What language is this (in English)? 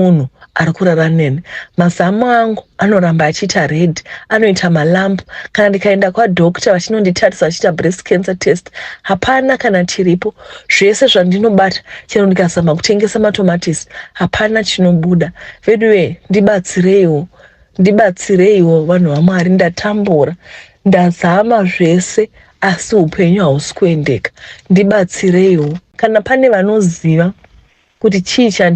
Shona